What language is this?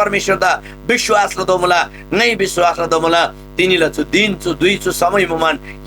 Eastern Tamang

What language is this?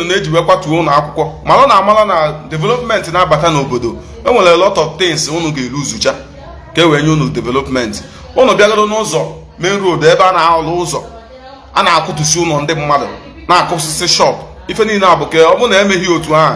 Igbo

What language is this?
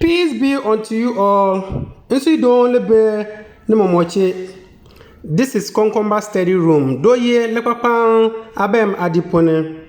Konkomba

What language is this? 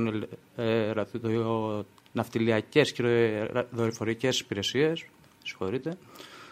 Greek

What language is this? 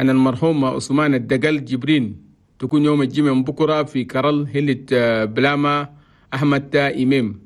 Chadian Arabic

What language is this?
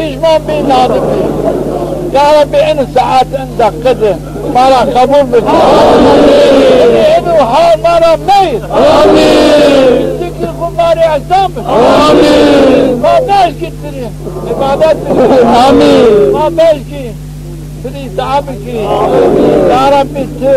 Zaza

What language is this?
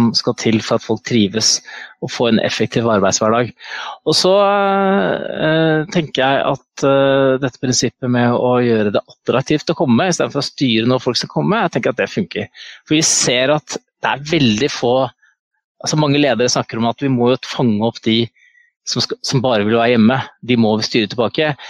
Norwegian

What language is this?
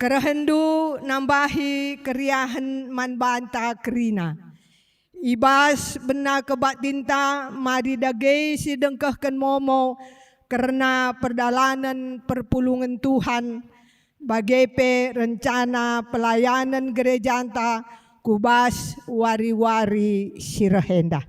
Batak Karo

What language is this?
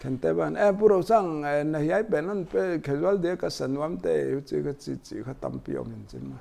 Paite Chin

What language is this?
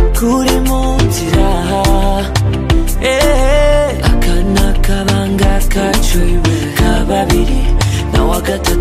Kinyarwanda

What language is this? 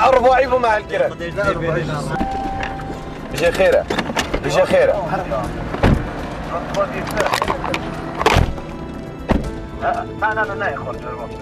Kurdish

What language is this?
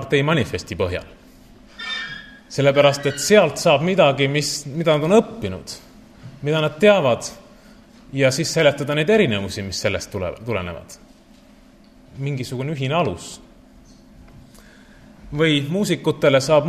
Estonian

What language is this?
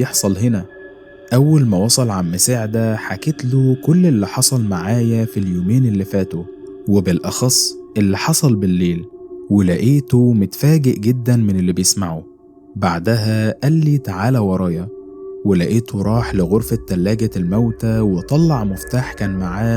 Egyptian Arabic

